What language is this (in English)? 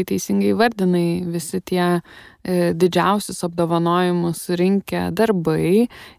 Lithuanian